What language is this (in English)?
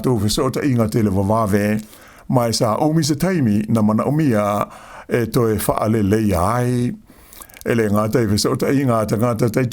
Samoan